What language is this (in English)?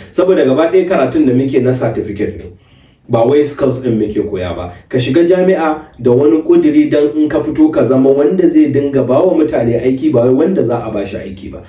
Hausa